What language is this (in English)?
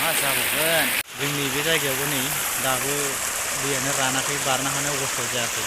Bodo